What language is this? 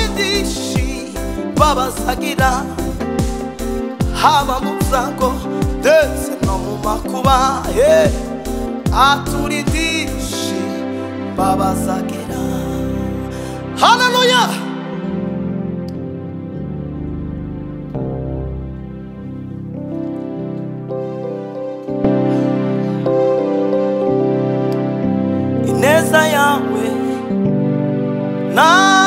Kinyarwanda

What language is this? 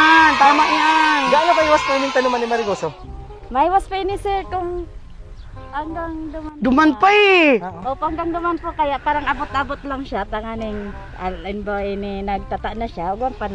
Bikol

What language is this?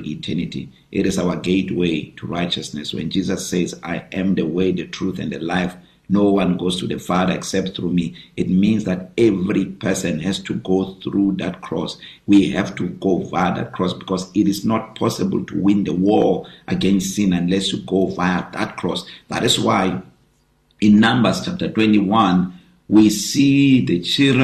English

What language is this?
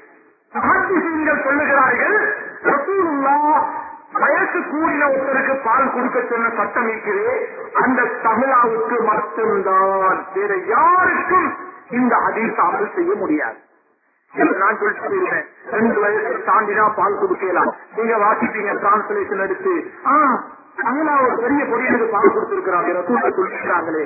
Tamil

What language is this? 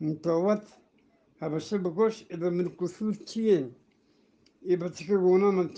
Eastern Balochi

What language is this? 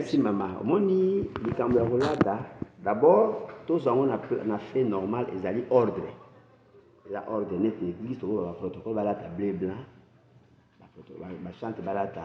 Lingala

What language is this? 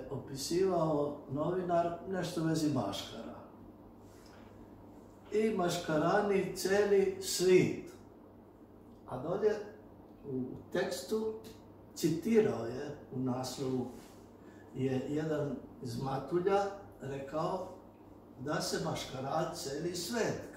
Croatian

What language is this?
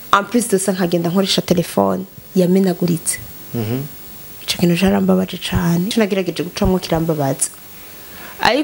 Rundi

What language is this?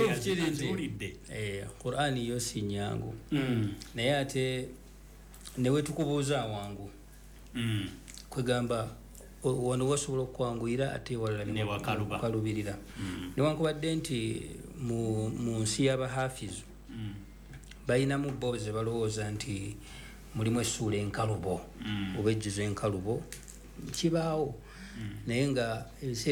Ganda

